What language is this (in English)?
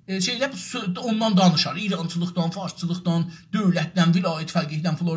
South Azerbaijani